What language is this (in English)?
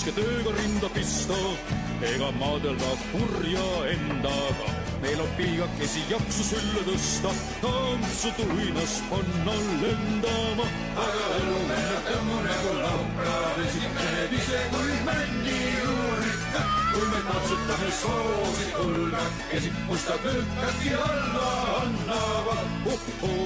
Estonian